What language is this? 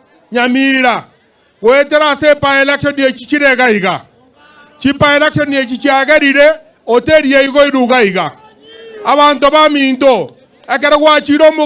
Gusii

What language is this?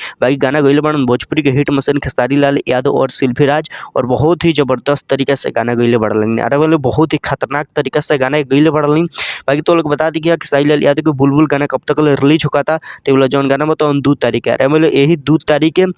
Bhojpuri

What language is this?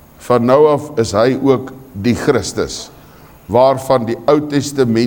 Afrikaans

